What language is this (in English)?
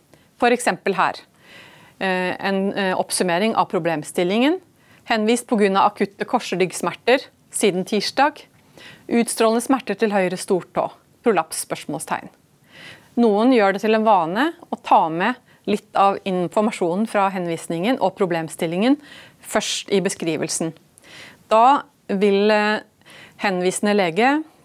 Norwegian